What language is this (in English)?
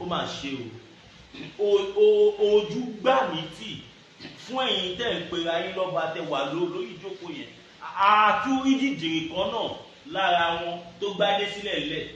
Yoruba